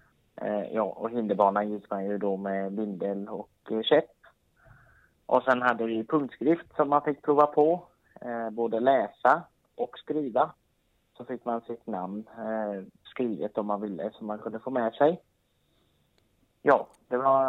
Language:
Swedish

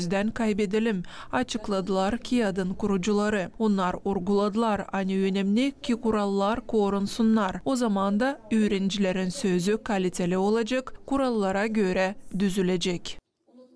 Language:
Gagauz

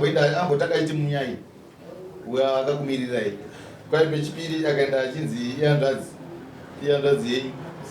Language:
Shona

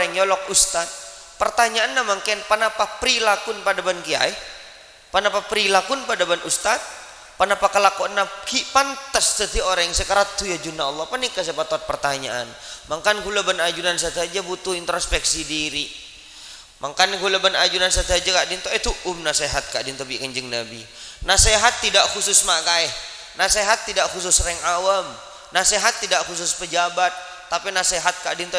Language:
Madurese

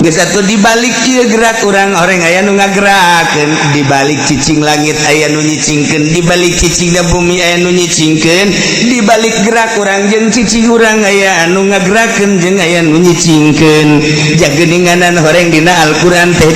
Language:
Sundanese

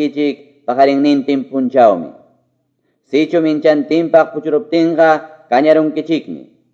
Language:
Quechua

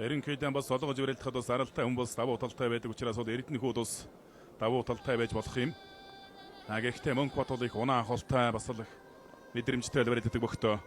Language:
Mongolian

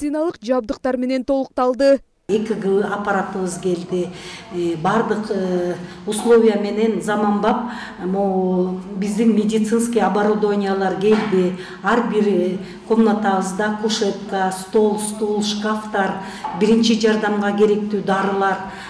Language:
Kyrgyz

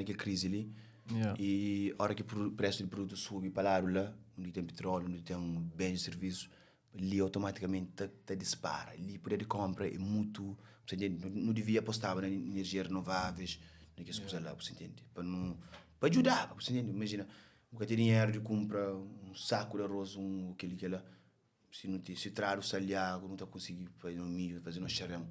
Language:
Kabuverdianu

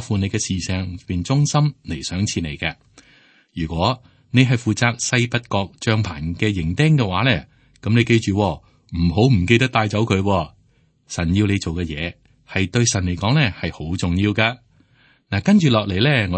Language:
Cantonese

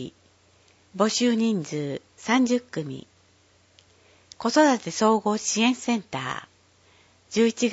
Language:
Japanese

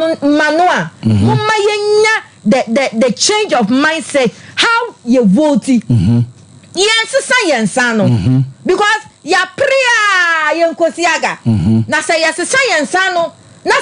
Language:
Akan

